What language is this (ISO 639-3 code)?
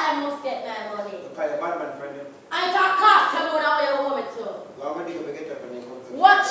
jam